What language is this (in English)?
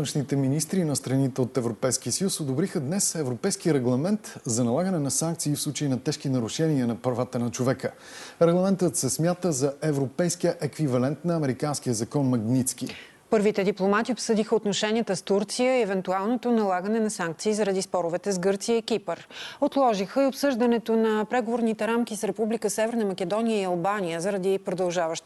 Bulgarian